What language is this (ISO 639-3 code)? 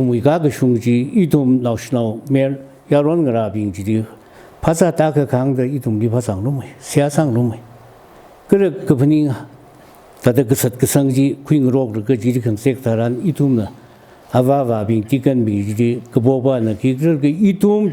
nmf